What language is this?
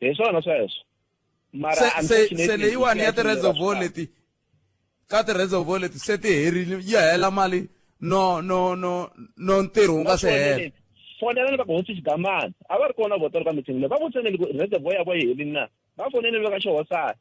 Tsonga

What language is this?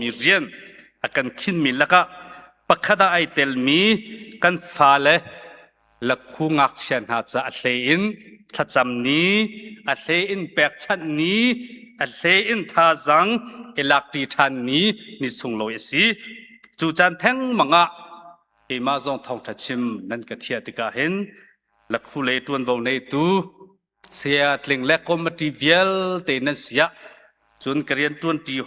Hakha Chin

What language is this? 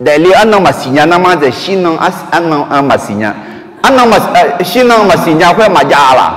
Akha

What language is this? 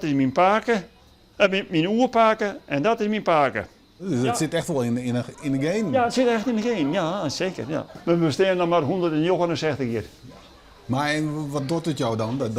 Western Frisian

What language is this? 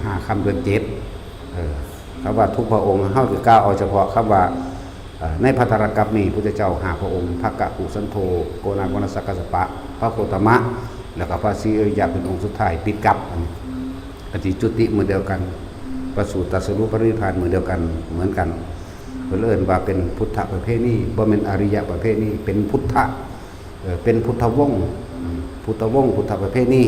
Lao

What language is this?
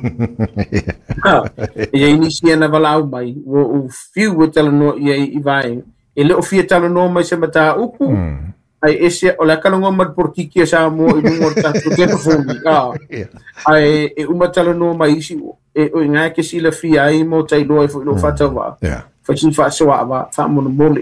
Samoan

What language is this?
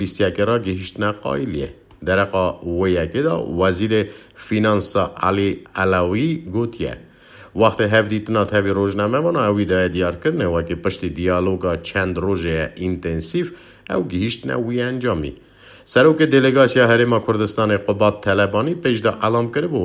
Kurdish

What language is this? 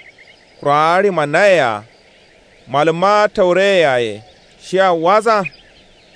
Kanuri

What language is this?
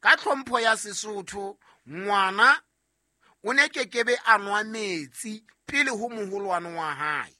Southern Sotho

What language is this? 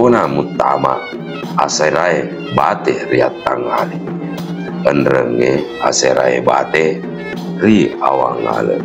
Buginese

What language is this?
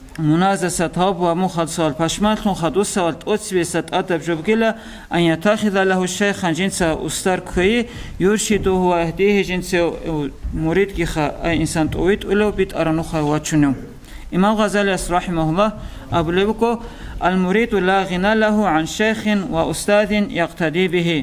Avaric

